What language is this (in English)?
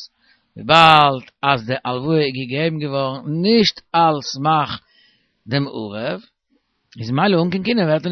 Yiddish